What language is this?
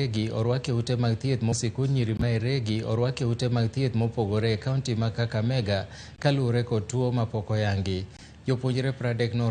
Luo (Kenya and Tanzania)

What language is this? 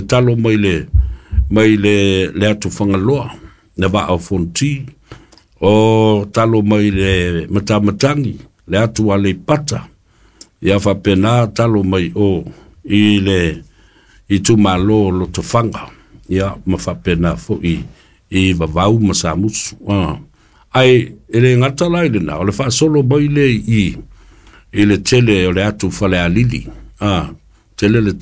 Samoan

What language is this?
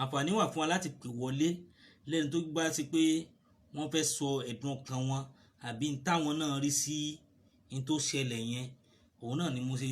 Yoruba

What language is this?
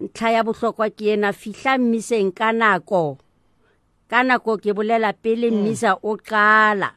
Southern Sotho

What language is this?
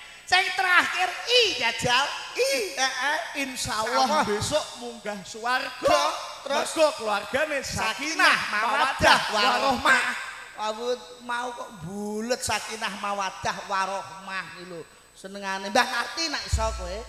Javanese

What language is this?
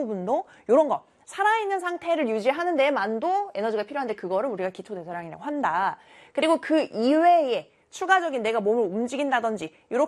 Korean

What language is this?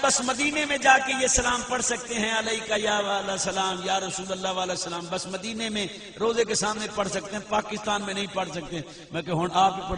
Saraiki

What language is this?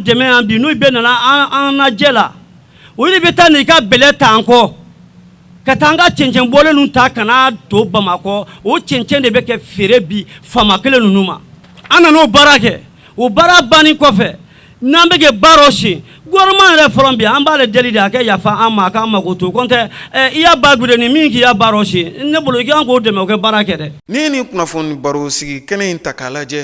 Bambara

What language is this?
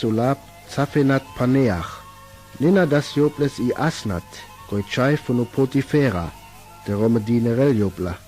Sinte Romani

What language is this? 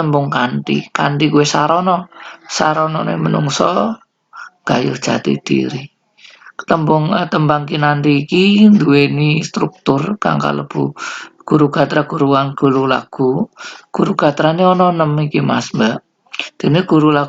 Javanese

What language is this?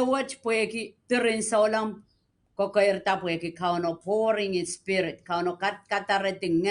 Pohnpeian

